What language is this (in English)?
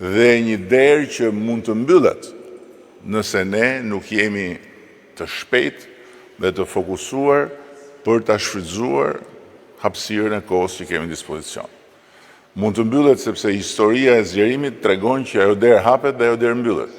Albanian